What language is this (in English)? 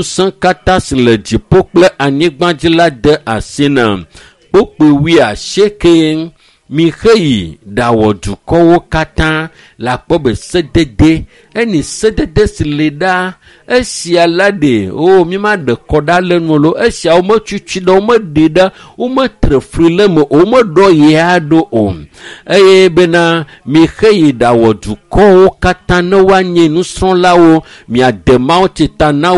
Ewe